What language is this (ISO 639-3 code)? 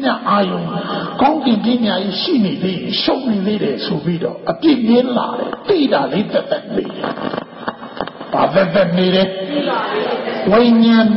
mya